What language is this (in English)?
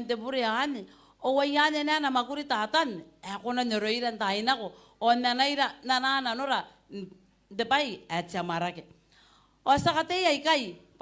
Gilbertese